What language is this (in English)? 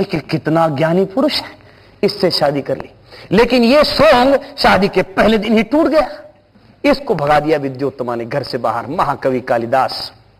Hindi